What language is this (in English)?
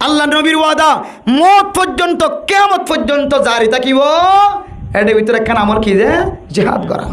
Rohingya